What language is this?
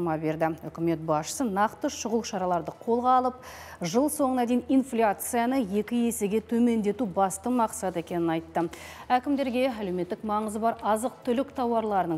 Kazakh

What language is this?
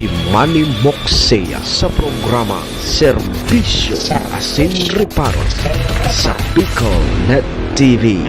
Bikol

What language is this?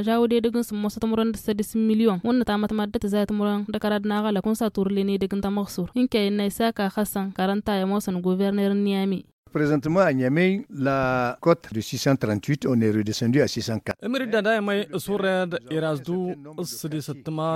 Tamasheq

